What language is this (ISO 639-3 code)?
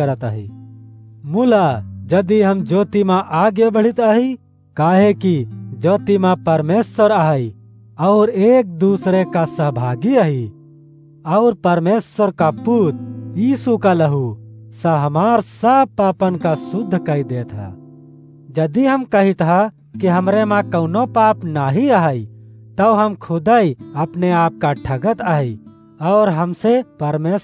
awa